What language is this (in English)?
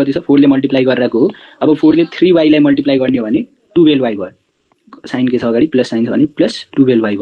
Nepali